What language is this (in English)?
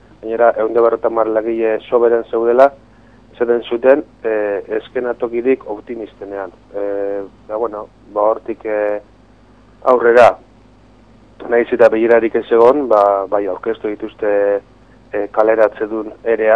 Basque